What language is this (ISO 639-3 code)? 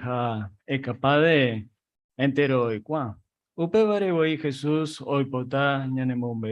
grn